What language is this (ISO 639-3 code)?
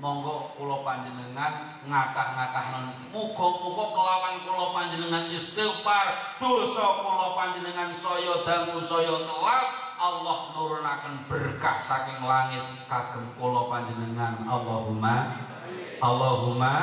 jav